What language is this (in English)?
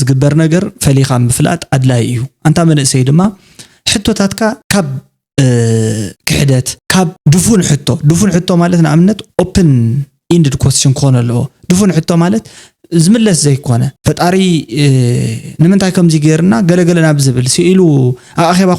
Tigrinya